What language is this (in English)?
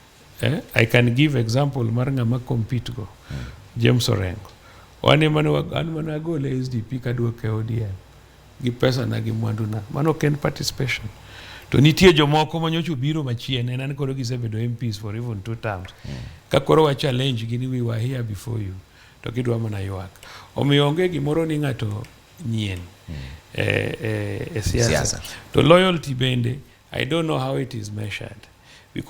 Luo (Kenya and Tanzania)